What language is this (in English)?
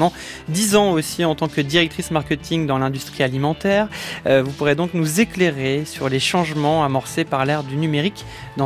French